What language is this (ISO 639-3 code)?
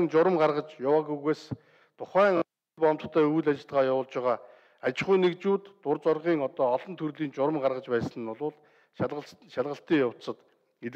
mon